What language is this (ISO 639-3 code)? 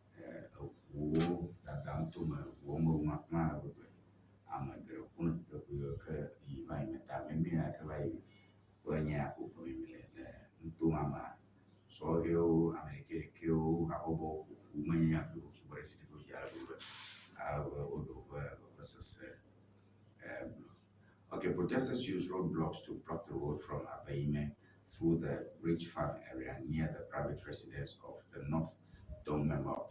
ewe